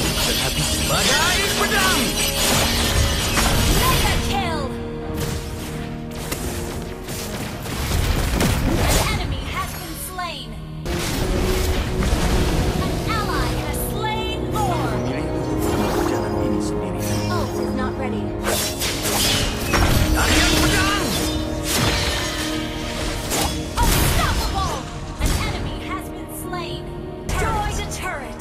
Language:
Indonesian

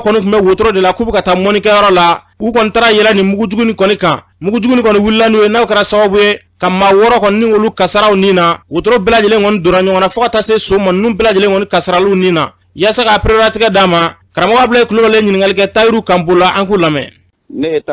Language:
Bambara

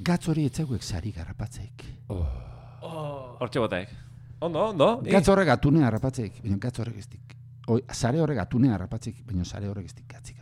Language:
Basque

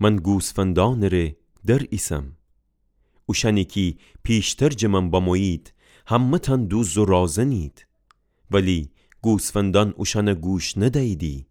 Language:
Gilaki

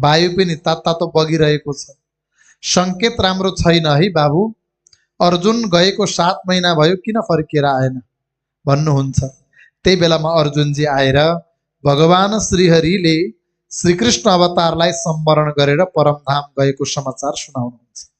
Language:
Nepali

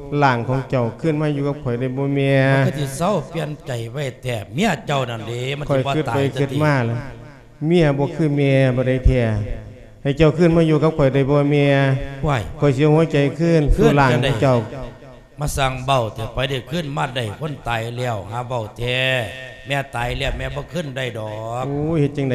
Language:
Lao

